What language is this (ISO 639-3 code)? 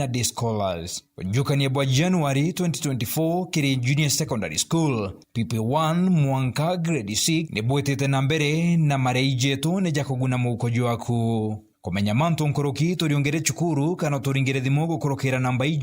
mer